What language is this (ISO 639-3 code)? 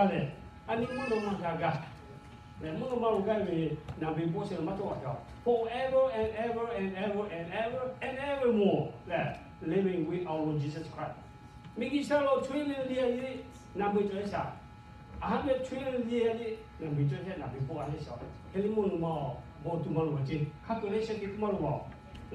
lhu